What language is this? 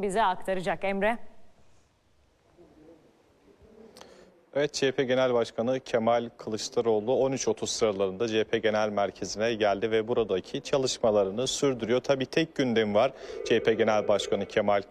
Turkish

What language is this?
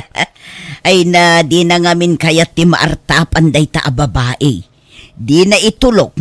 Iloko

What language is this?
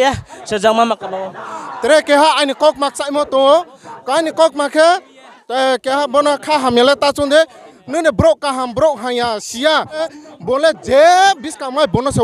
Riang (India)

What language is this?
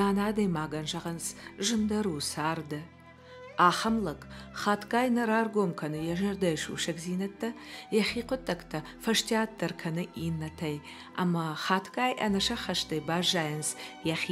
Ossetic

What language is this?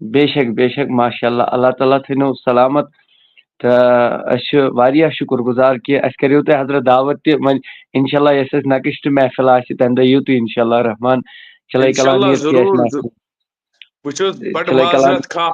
Kashmiri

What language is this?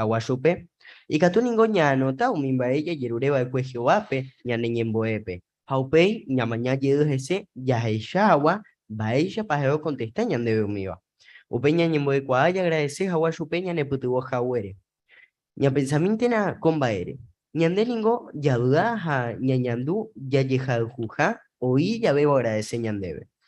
Guarani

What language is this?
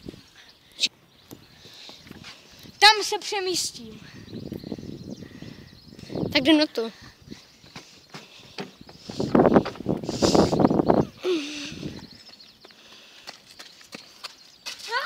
Czech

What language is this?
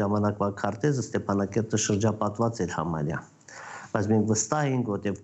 Armenian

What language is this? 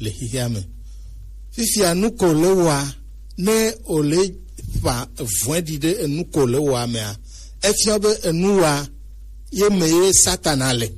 Gen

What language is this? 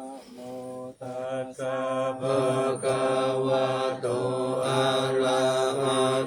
Pali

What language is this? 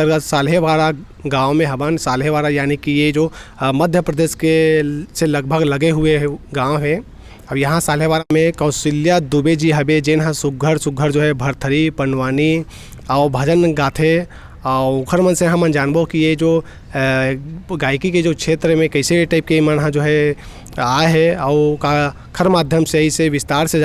Chhattisgarhi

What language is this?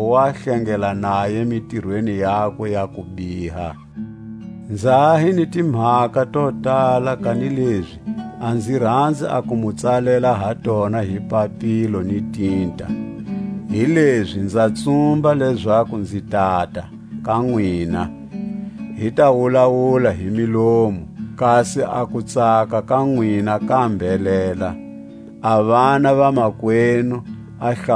Tswa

